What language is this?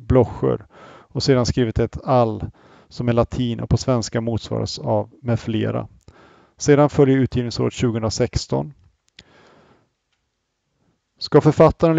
Swedish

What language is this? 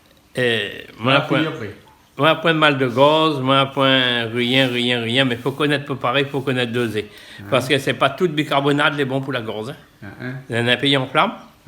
Réunion Creole French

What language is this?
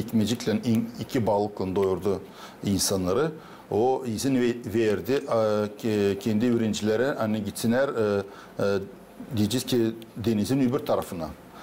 Gagauz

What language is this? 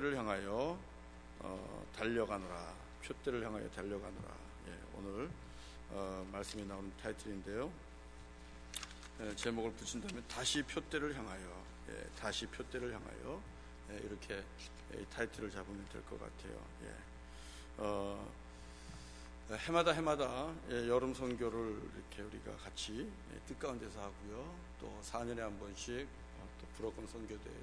Korean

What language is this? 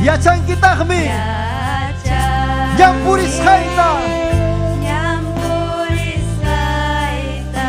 Ayacucho Quechua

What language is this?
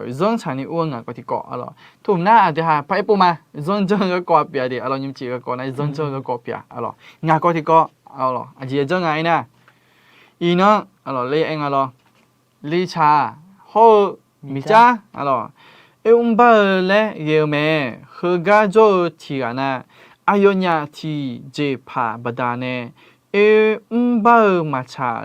Akha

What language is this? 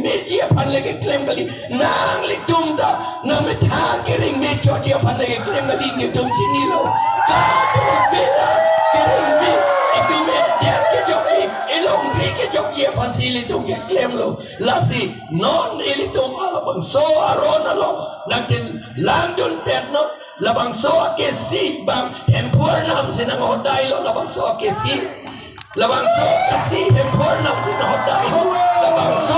Karbi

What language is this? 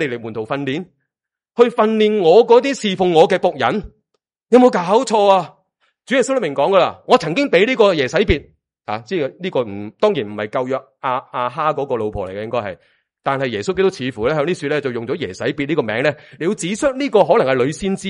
Cantonese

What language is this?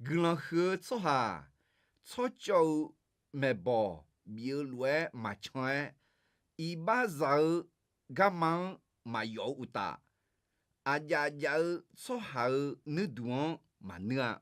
Akha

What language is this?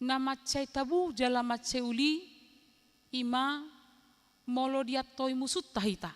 Batak Toba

